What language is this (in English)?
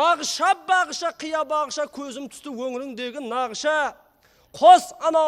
Kara-Kalpak